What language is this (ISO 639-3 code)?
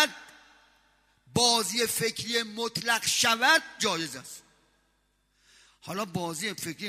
fas